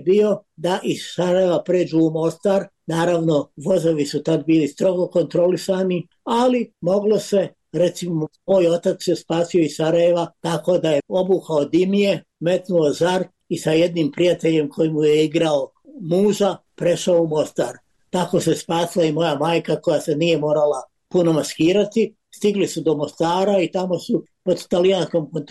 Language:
Bosnian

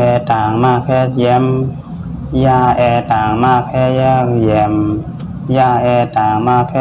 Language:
Shan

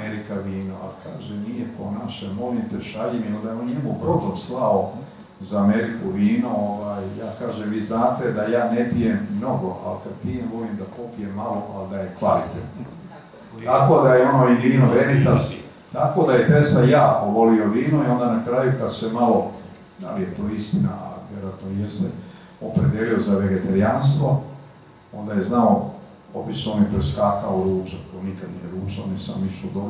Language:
Croatian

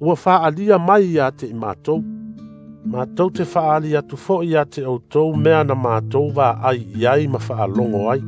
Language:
Samoan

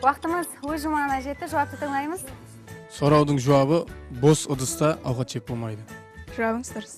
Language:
Kara-Kalpak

